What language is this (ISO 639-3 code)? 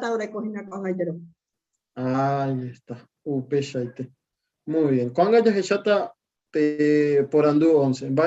grn